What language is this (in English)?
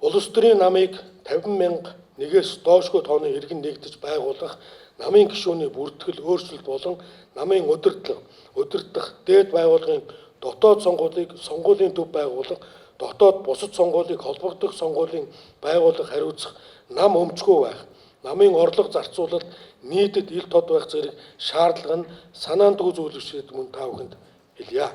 Mongolian